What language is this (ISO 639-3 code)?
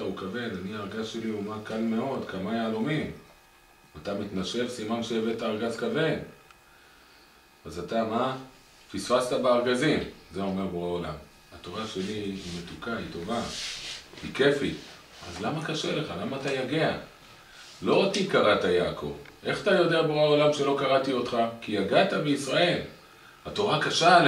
heb